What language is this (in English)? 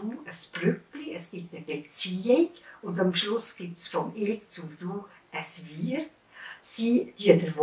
Swiss German